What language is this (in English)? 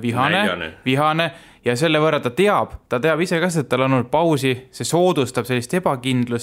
Estonian